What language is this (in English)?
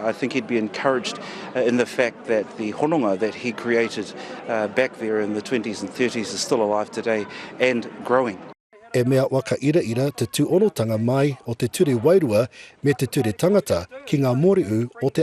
Māori